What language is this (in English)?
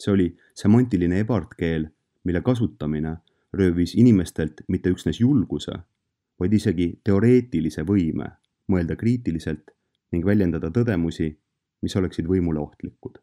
Estonian